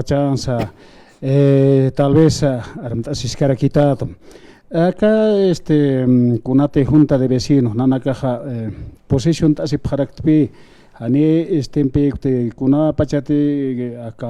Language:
Aymara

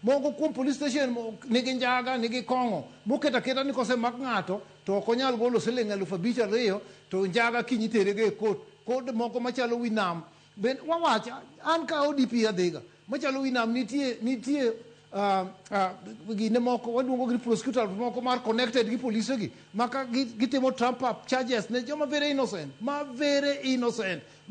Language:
Luo (Kenya and Tanzania)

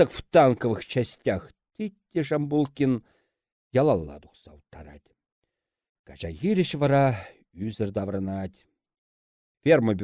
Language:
Chuvash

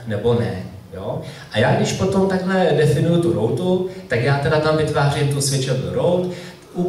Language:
Czech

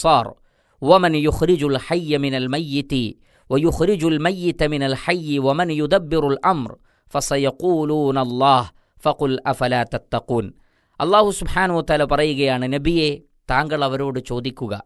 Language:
Malayalam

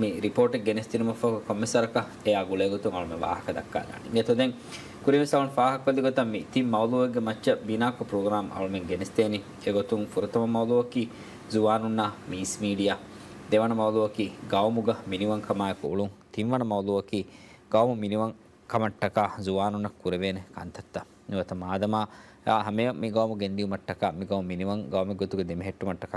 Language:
Divehi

